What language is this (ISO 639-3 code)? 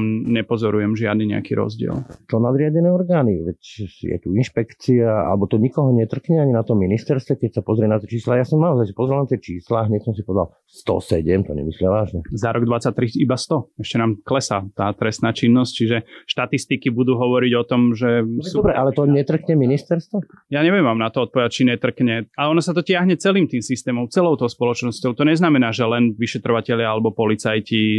slk